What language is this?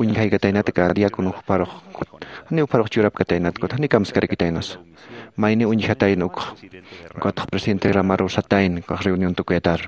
Aymara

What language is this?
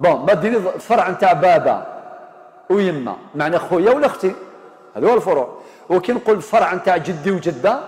Algerian Arabic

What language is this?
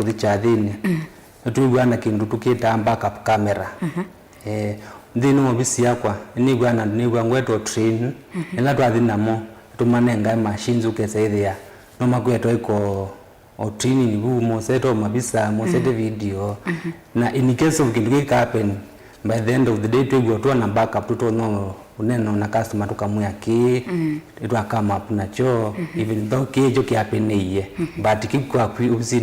Kamba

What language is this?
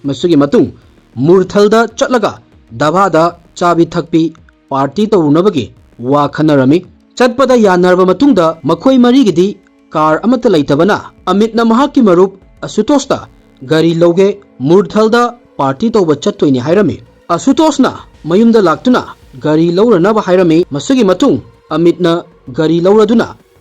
Manipuri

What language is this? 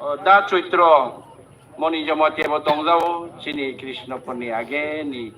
Kok Borok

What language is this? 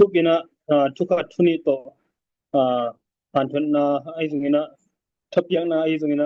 Tedim Chin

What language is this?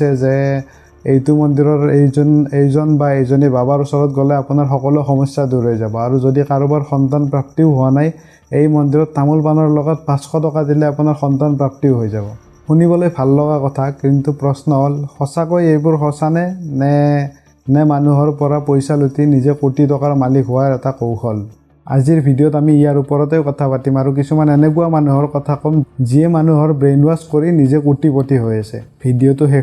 Assamese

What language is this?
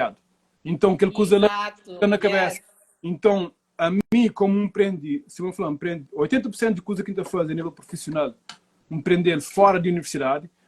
Kabuverdianu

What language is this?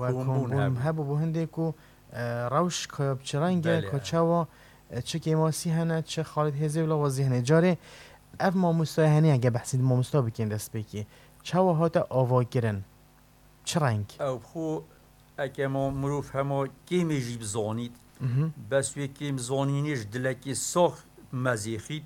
Kurdish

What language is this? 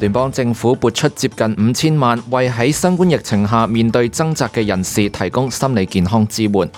Cantonese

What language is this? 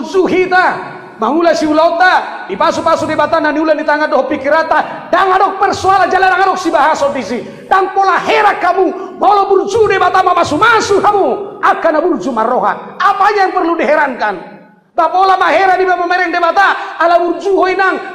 Batak Toba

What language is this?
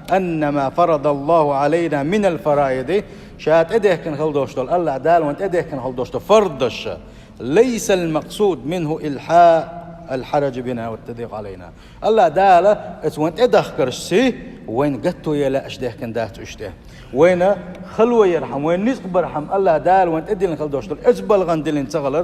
Chechen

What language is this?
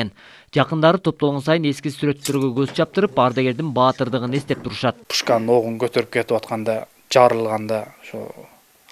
Kyrgyz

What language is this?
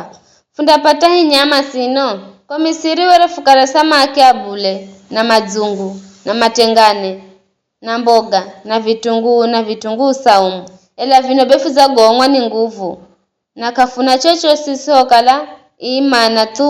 Giryama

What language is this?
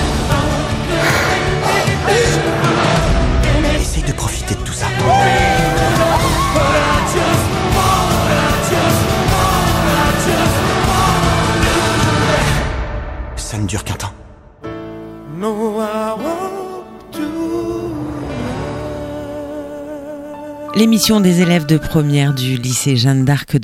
French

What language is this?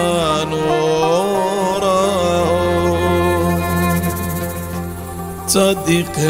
Hebrew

